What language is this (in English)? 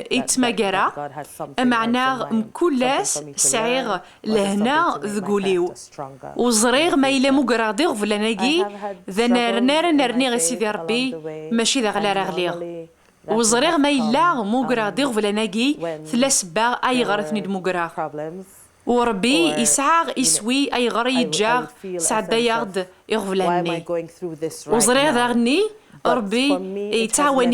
Kabyle